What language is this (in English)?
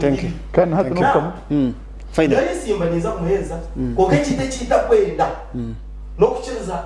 Nyankole